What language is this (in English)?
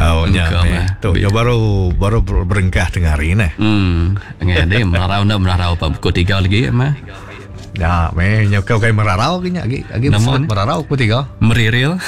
Iban